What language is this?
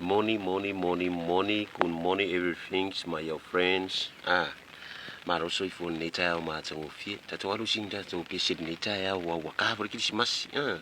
Samoan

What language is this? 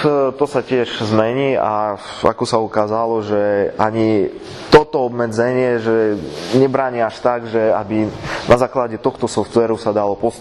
Slovak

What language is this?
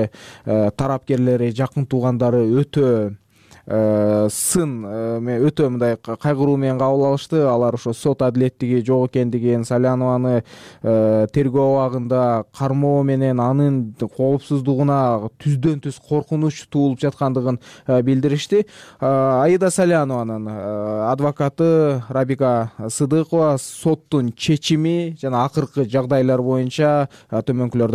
Kyrgyz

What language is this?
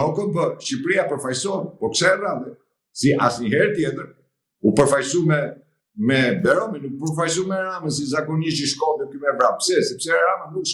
Albanian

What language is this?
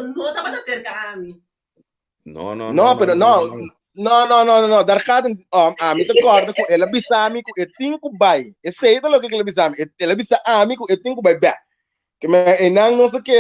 Papiamento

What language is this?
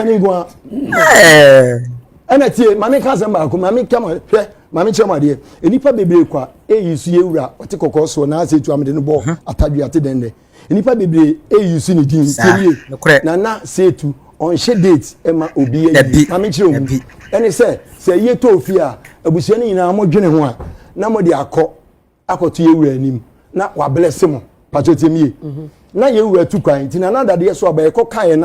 Akan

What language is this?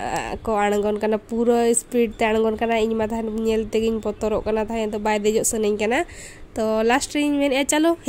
Santali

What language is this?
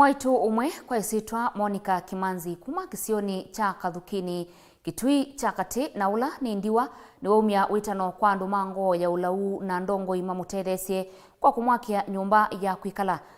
Kamba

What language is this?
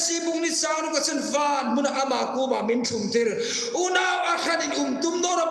Hmar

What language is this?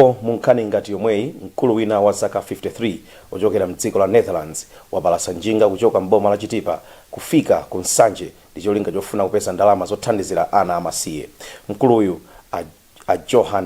Nyanja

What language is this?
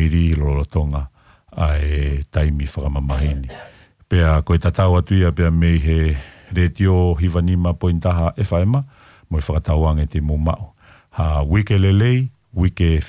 Tongan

